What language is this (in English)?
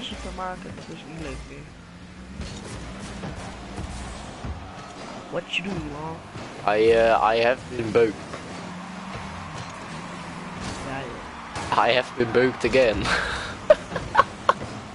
Dutch